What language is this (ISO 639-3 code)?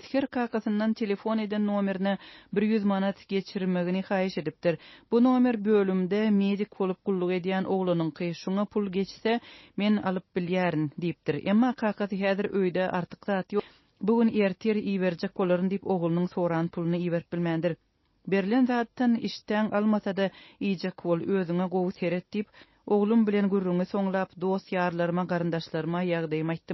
tuk